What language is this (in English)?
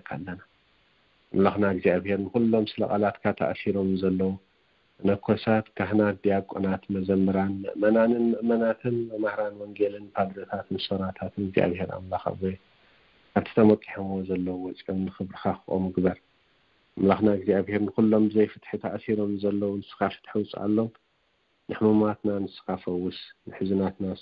Tigrinya